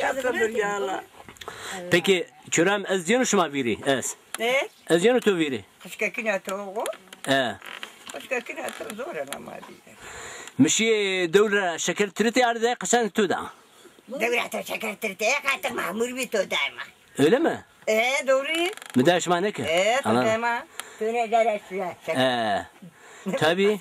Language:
Zaza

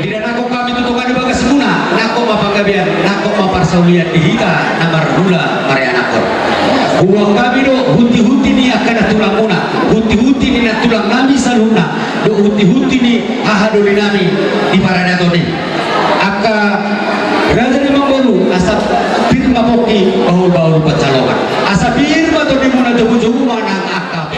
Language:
Batak Toba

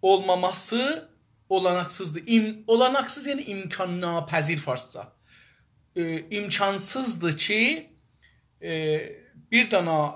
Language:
South Azerbaijani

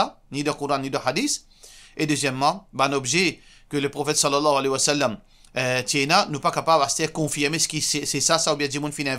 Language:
Morisyen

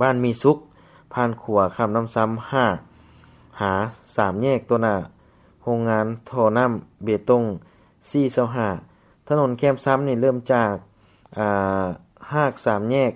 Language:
Lao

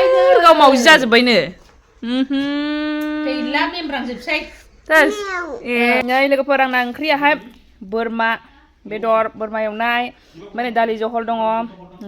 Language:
Bodo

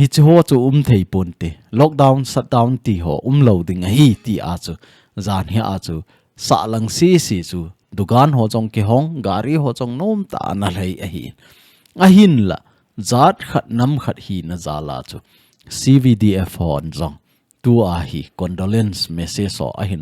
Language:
Thado Chin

